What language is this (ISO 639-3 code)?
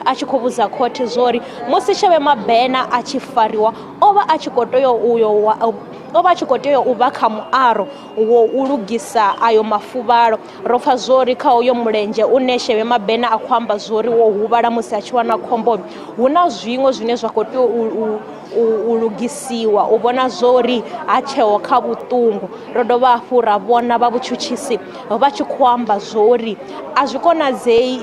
ven